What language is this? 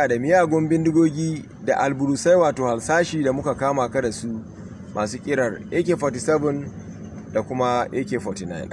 Hausa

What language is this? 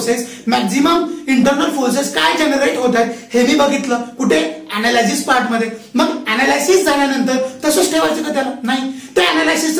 Marathi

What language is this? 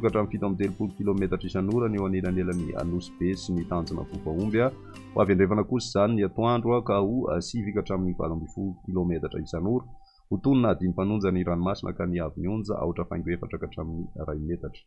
Malagasy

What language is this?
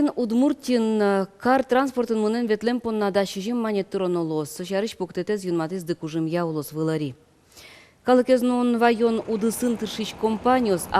Udmurt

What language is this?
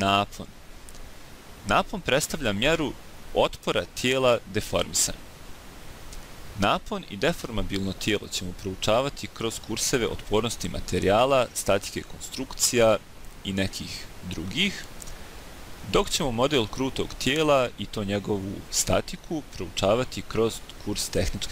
Bosnian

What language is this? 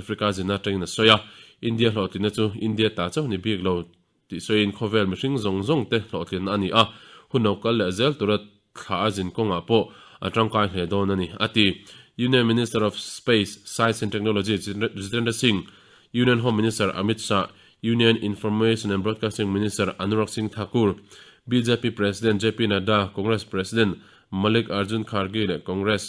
Mizo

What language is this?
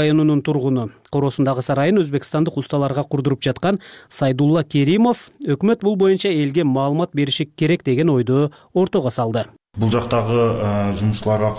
Kyrgyz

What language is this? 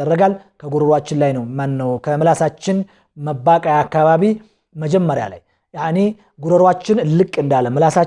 Amharic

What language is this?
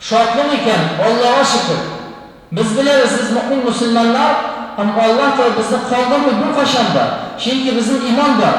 Tatar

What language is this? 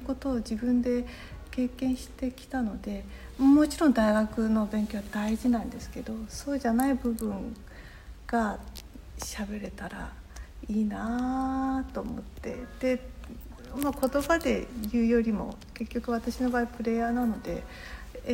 Japanese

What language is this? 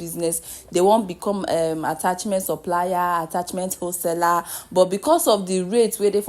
Nigerian Pidgin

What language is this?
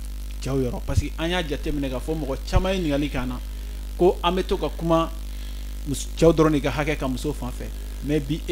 Bambara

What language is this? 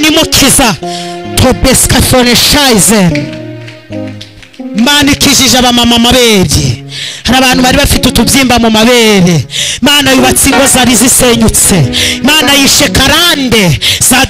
Kinyarwanda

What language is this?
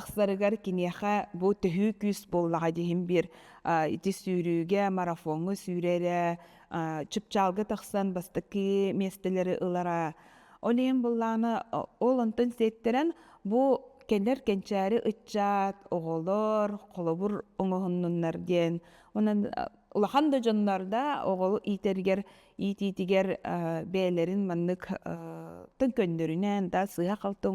Yakut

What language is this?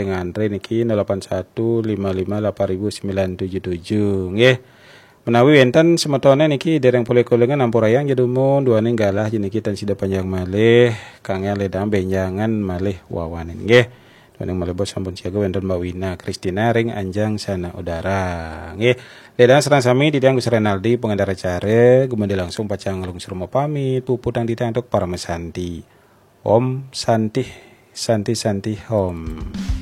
Balinese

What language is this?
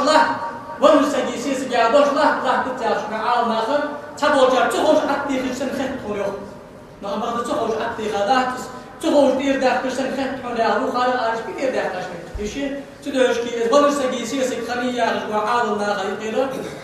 Ingush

